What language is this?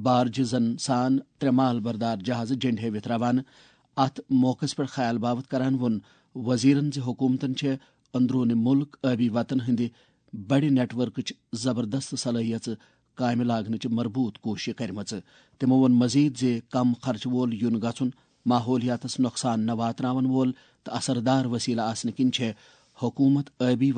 Kashmiri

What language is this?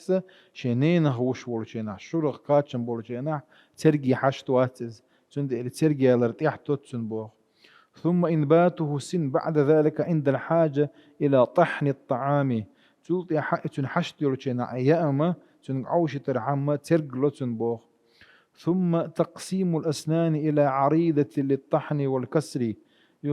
Chechen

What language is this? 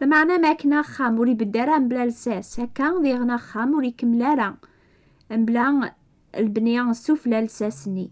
Kabyle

